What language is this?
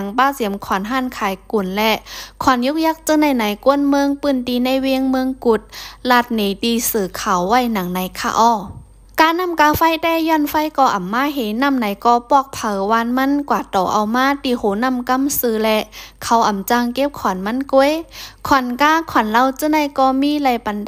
Shan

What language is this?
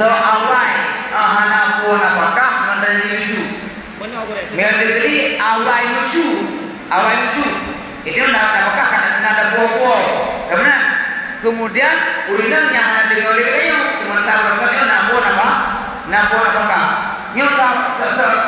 Achinese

